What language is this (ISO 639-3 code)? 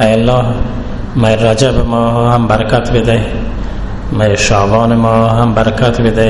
bal